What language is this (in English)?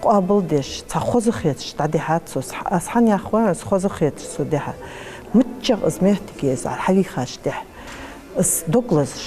Ingush